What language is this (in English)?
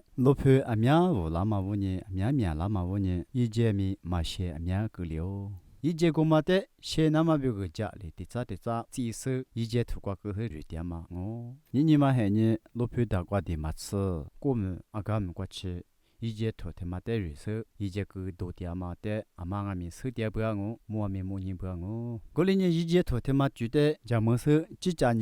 Lisu